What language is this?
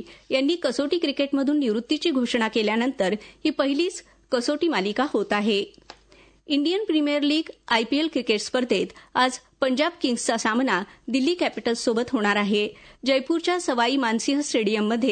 Marathi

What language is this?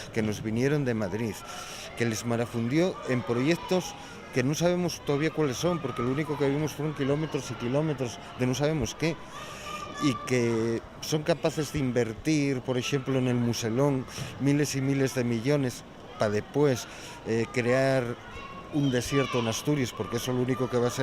Asturian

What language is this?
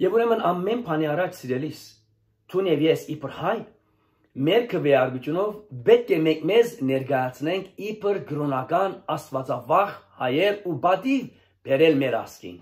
Western Armenian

